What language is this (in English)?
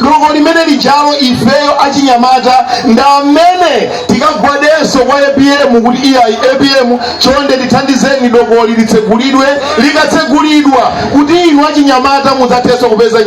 Nyanja